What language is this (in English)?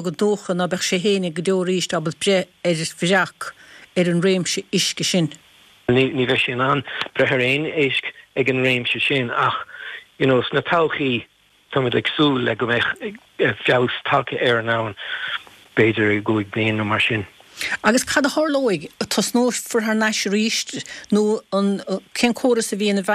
Irish